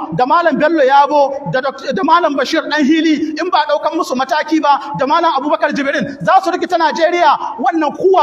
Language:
Hausa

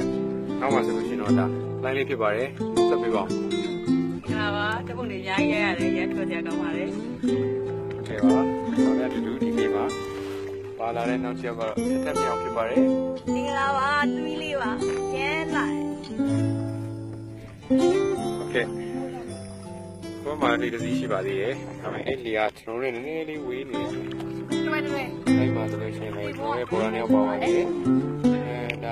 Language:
Burmese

